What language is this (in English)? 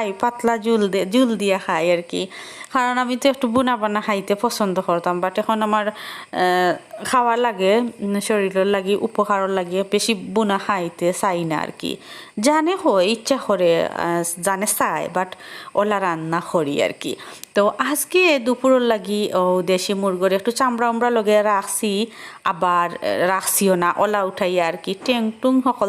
Sylheti